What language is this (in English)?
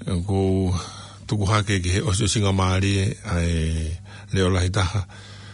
Tongan